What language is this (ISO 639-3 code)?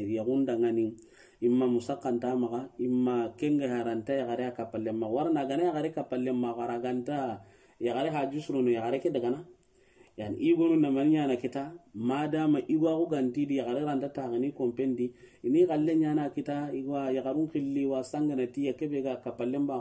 snk